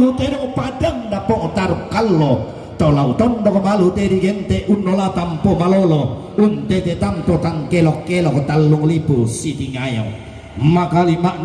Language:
Toraja-Sa'dan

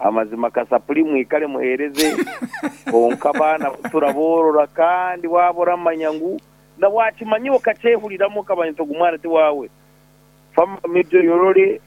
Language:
Nyankole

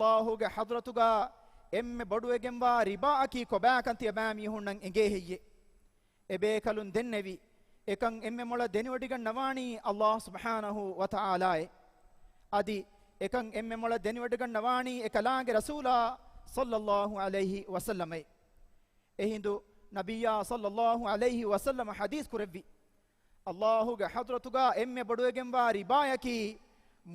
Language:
Divehi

